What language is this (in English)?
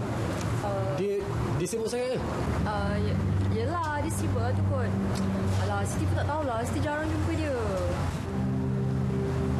Malay